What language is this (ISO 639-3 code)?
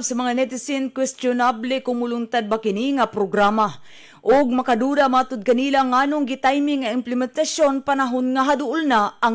ceb